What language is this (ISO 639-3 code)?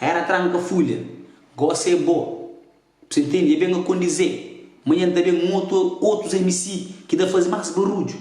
kea